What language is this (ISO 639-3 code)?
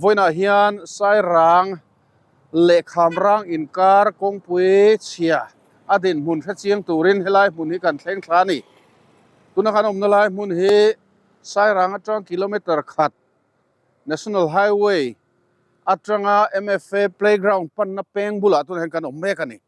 lus